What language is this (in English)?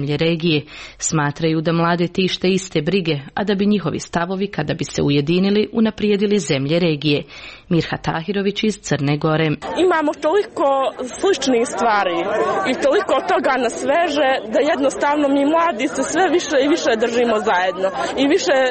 Serbian